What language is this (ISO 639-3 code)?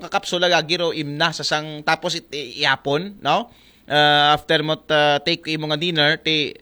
akl